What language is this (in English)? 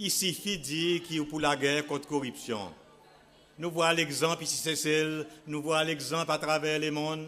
Seselwa Creole French